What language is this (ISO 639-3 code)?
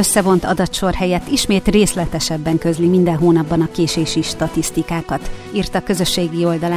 hun